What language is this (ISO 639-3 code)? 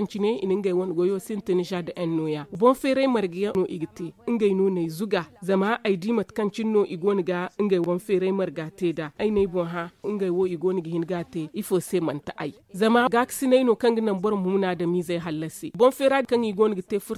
dje